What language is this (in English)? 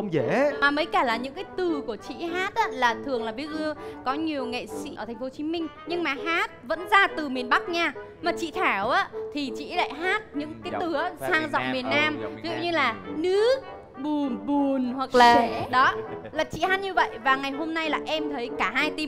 Vietnamese